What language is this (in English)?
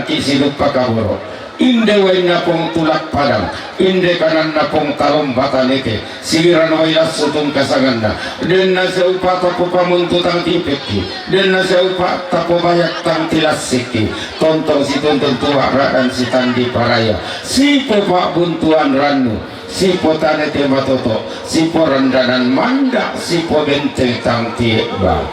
Toraja-Sa'dan